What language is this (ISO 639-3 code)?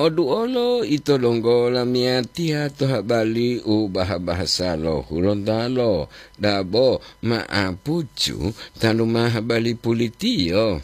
gor